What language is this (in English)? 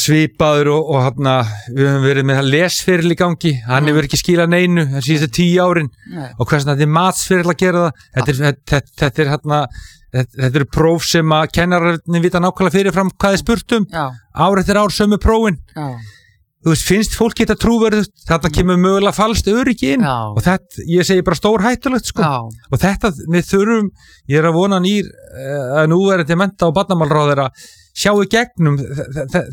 Icelandic